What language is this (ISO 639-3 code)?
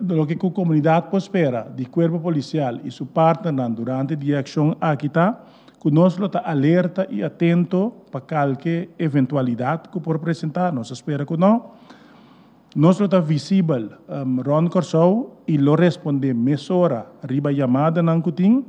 pap